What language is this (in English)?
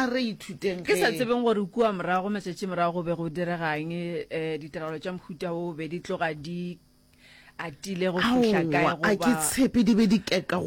Northern Sotho